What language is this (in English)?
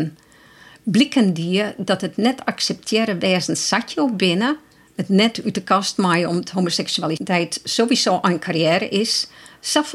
Western Frisian